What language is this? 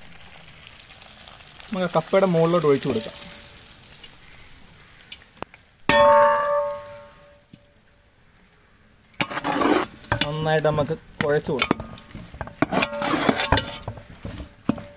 Malayalam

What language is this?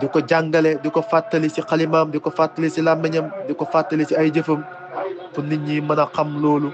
Wolof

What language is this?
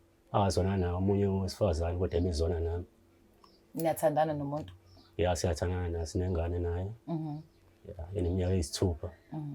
Zulu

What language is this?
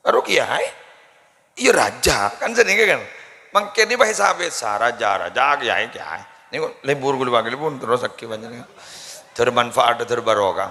Madurese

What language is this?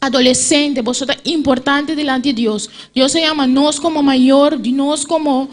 Papiamento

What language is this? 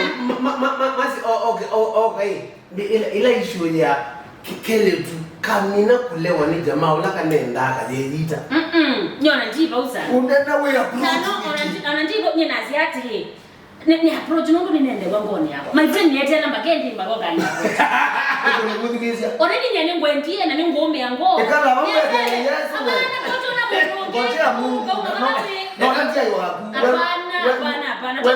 Kamba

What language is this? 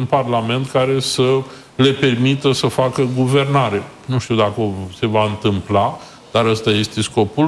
Romanian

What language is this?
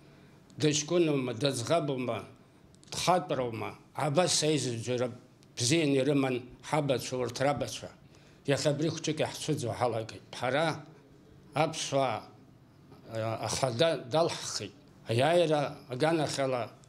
Abkhazian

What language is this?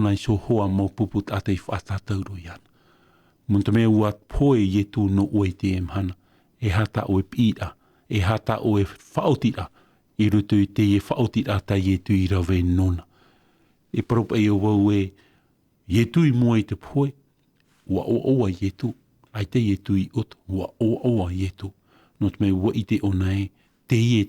Tahitian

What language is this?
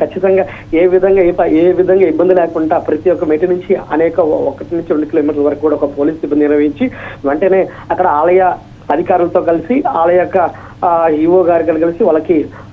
Telugu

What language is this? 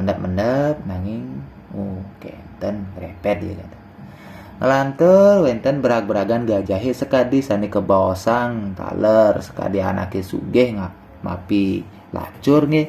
Balinese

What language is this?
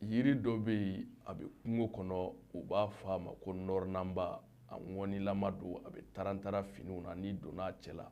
Bambara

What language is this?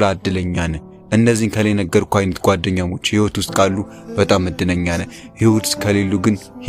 Amharic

